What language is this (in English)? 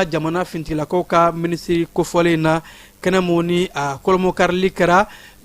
Bambara